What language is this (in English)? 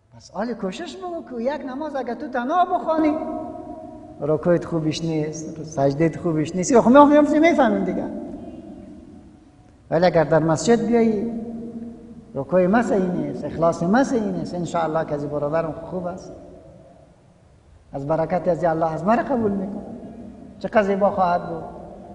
Persian